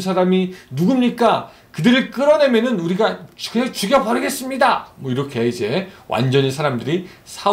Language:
Korean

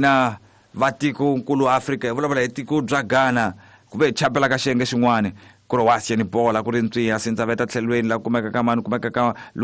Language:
Tsonga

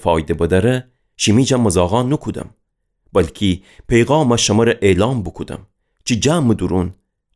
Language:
Gilaki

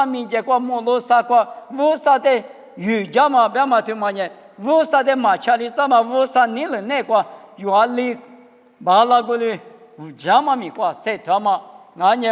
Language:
Lisu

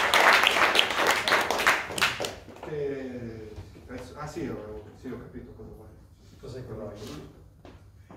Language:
Italian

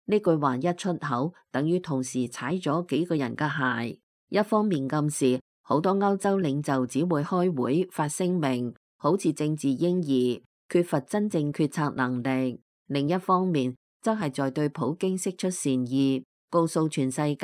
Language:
Cantonese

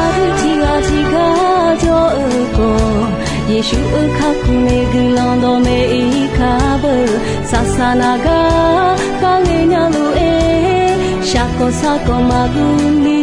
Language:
Akha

